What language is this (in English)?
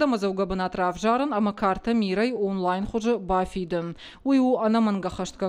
Ossetic